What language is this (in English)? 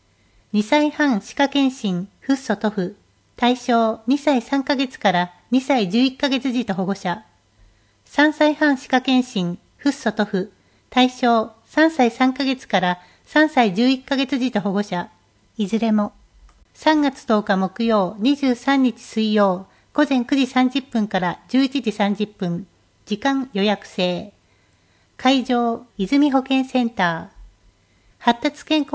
Japanese